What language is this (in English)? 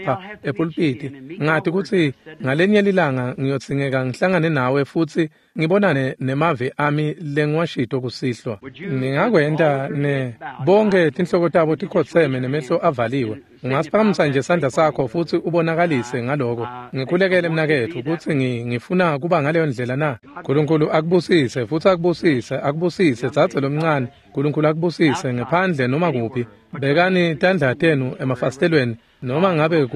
Swati